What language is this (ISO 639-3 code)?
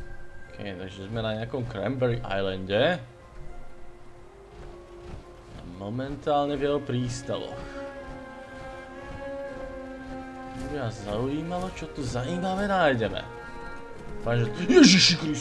slk